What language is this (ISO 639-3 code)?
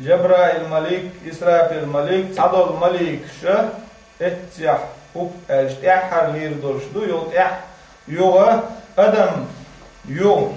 che